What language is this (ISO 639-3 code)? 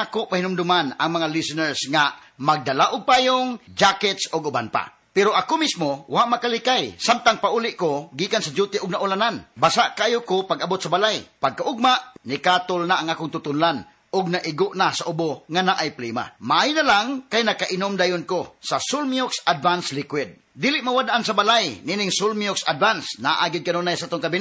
ceb